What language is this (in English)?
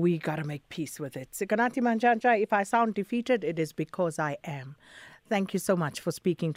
English